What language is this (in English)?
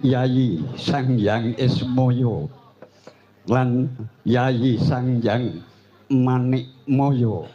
Javanese